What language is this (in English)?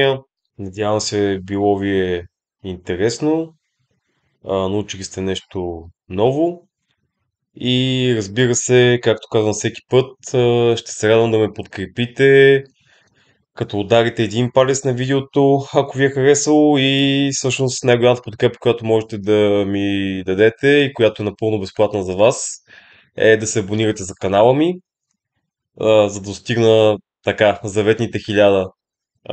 Bulgarian